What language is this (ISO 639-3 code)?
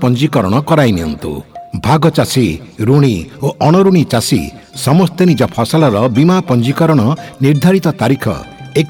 ori